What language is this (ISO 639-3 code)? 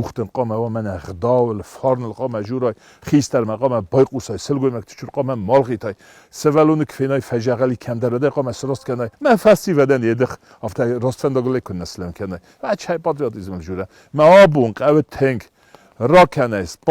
oss